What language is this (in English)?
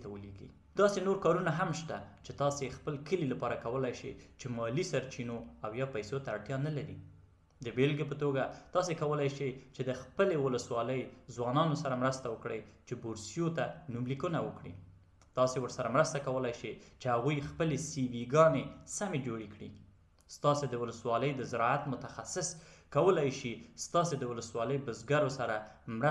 Pashto